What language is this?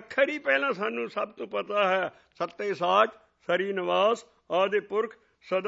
Punjabi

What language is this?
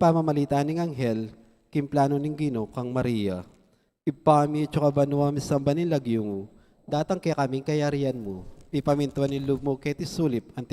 Pampanga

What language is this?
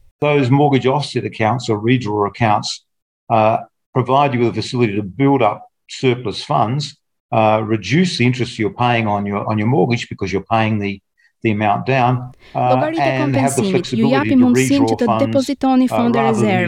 Albanian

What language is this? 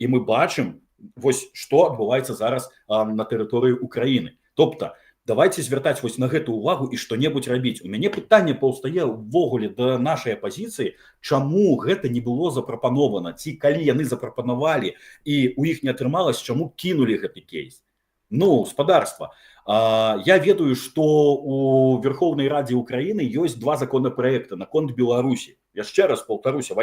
Belarusian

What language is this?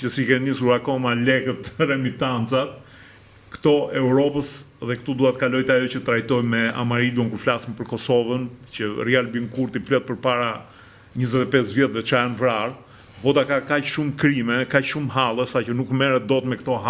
Albanian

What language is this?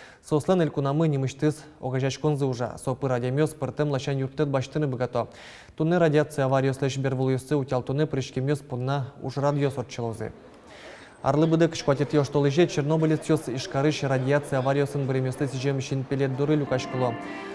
Udmurt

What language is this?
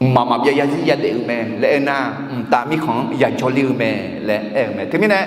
Akha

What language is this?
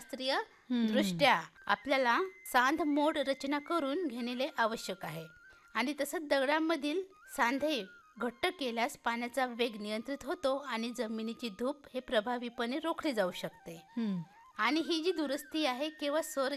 Marathi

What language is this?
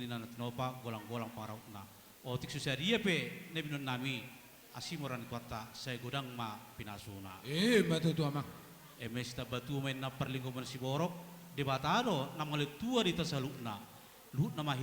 Batak Toba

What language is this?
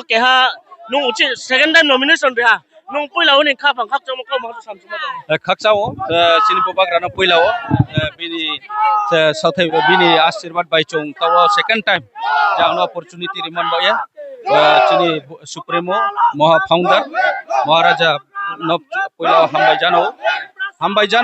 Riang (India)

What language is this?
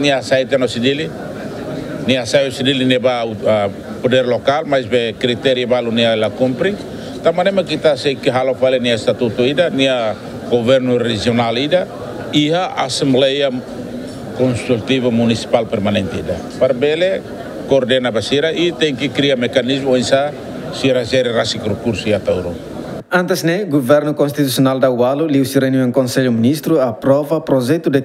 Tetum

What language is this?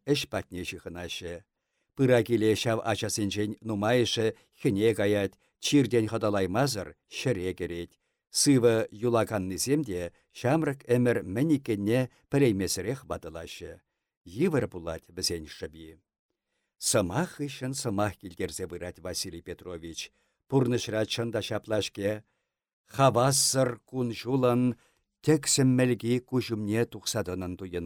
Chuvash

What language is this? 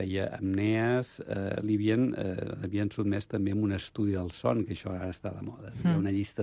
Catalan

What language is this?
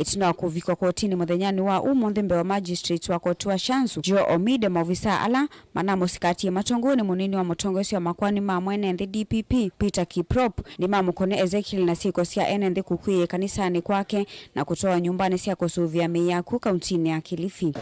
Kamba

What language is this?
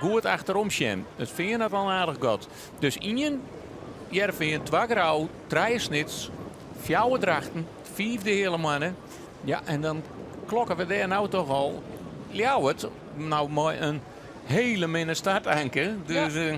Western Frisian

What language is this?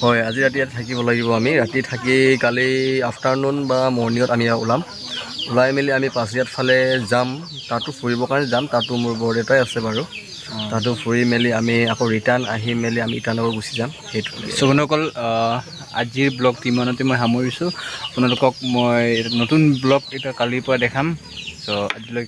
Assamese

